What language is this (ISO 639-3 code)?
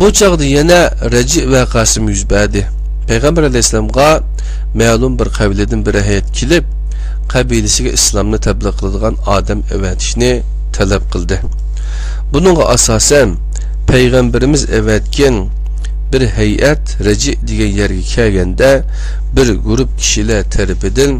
uig